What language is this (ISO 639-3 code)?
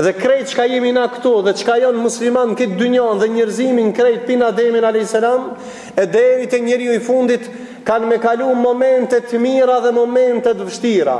sqi